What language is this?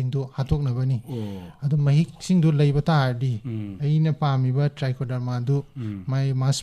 Manipuri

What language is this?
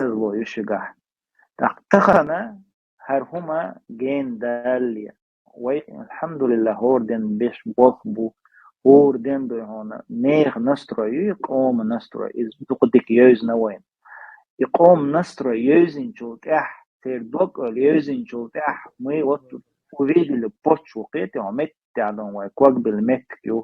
Chechen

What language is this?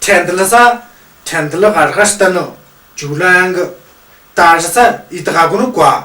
Tu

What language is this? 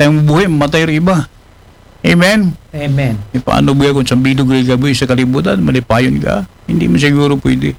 Aklanon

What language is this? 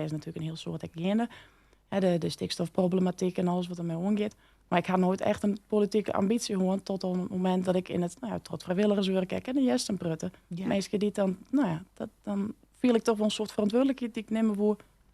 Western Frisian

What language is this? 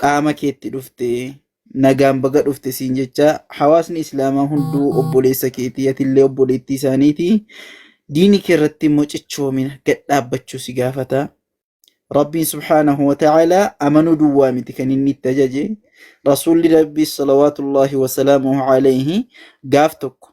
Oromo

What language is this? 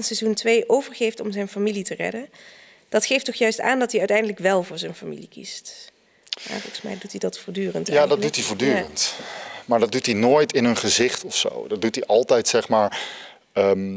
Dutch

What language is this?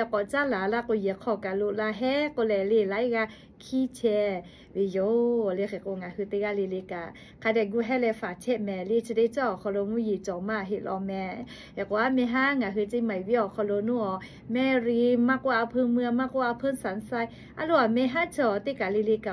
Lahu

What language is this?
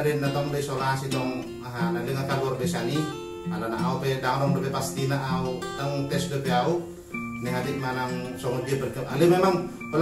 Batak Toba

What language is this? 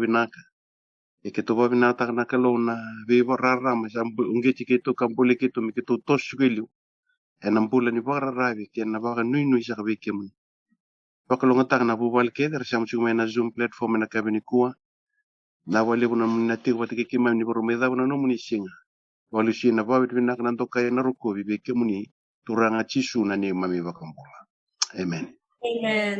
Fijian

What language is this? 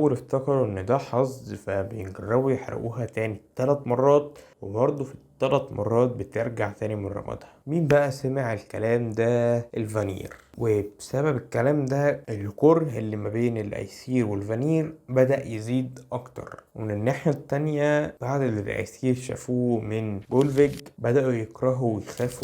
Egyptian Arabic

